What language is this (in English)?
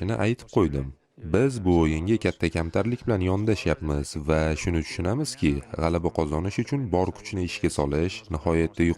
Uzbek